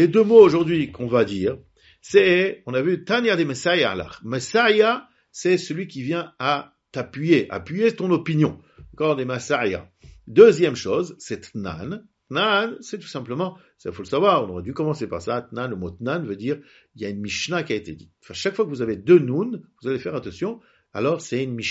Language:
French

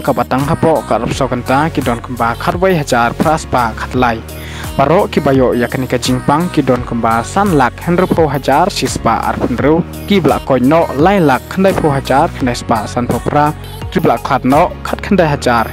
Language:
Khasi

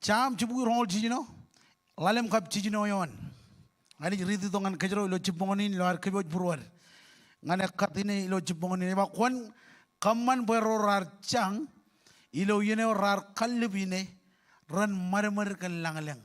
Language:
Marshallese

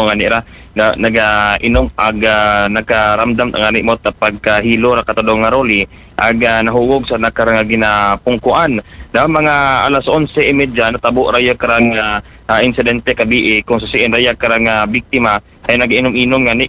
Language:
Aklanon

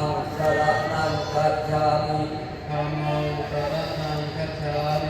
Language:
Pali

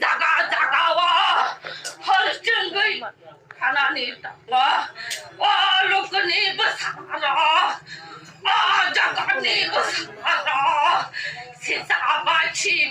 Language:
Kok Borok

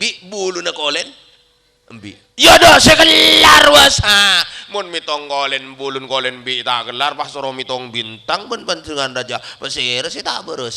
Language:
Madurese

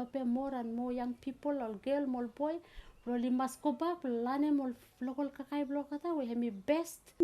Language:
Bislama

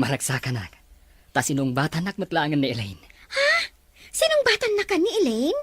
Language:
Iloko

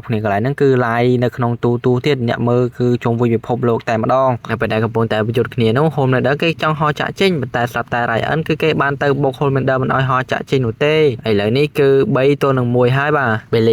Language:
Khmer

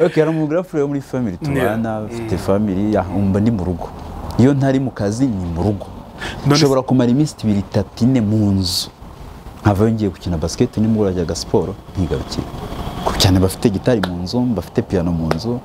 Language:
Kinyarwanda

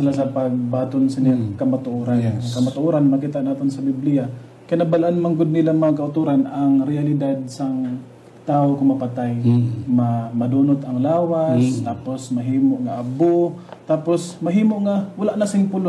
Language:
Hiligaynon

